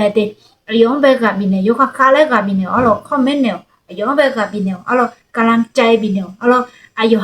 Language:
Akha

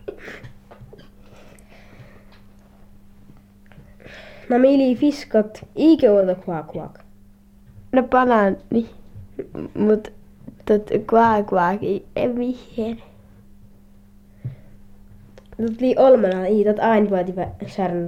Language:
Finnish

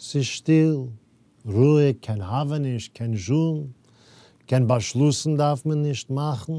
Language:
Yiddish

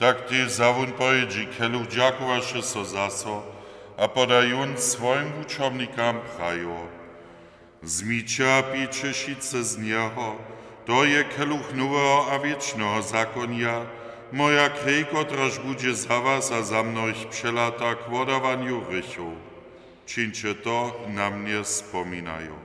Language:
Upper Sorbian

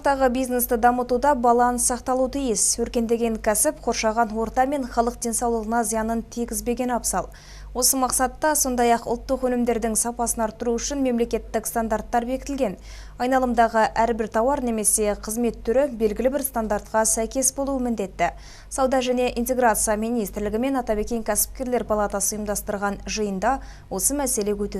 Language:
Kazakh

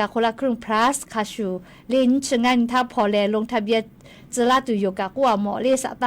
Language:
Lahu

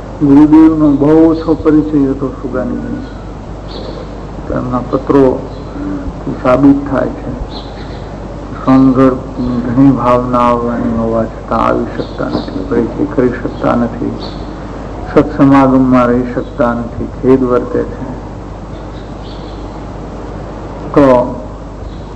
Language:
Gujarati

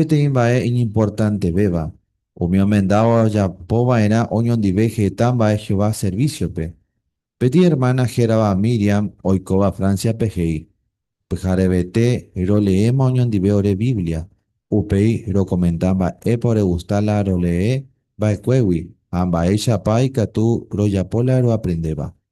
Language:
Guarani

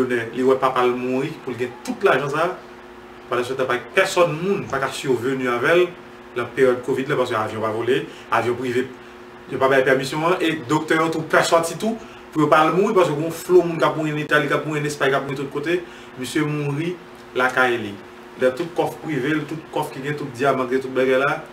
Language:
Haitian Creole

